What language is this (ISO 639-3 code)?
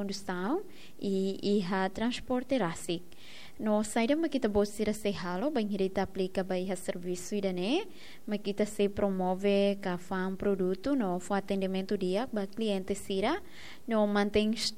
tet